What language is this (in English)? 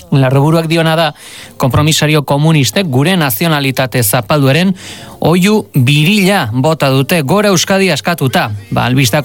Basque